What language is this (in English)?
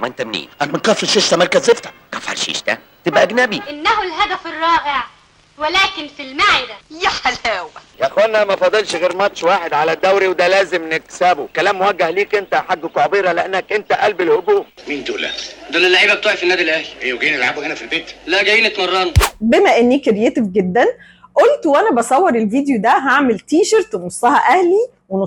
Egyptian Arabic